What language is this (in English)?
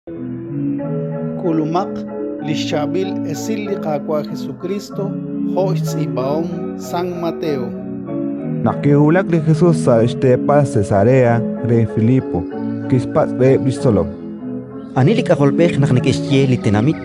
Kekchí